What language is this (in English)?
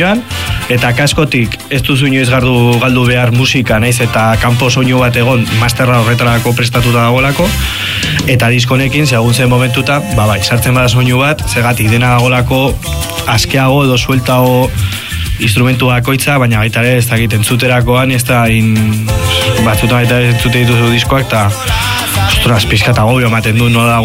Basque